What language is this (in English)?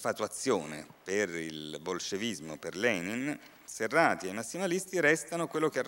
Italian